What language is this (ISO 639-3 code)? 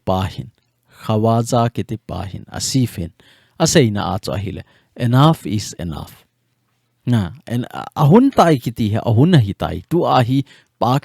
tcz